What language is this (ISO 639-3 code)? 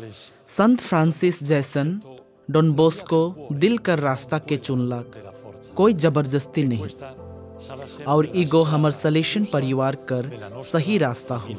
sck